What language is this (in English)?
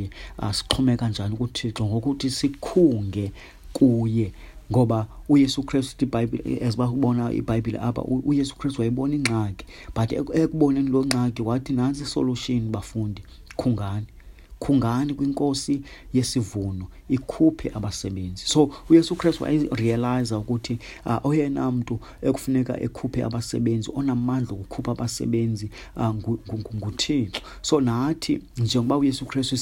Xhosa